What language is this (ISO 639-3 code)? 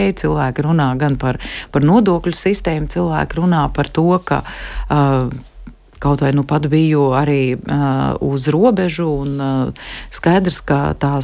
lav